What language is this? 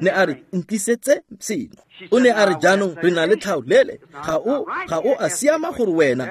Tswana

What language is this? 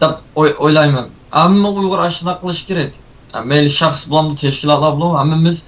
Uyghur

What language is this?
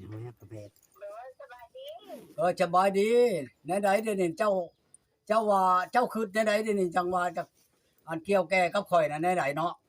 Northeastern Thai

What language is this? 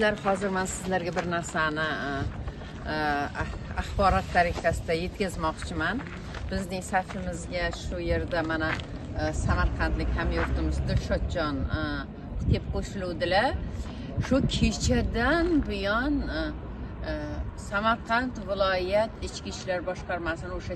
Uzbek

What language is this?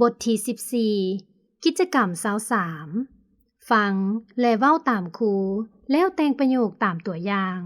Lao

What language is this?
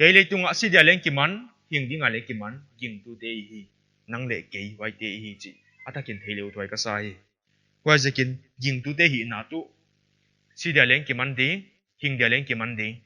Paite Chin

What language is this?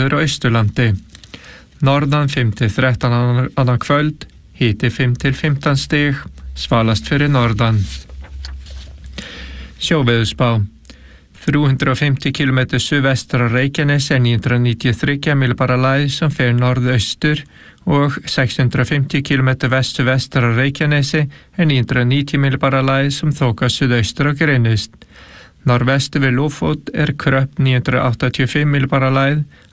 Icelandic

